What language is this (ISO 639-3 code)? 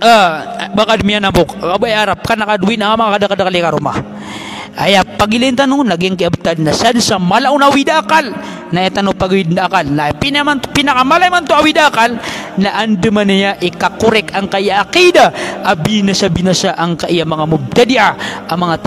mrw